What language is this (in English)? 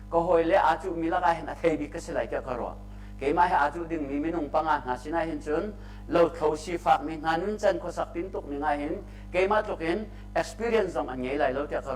Hakha Chin